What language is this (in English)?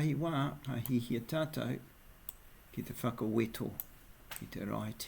Māori